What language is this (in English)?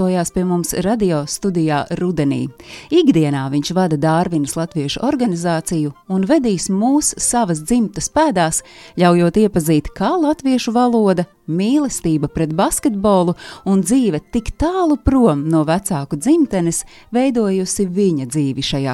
Latvian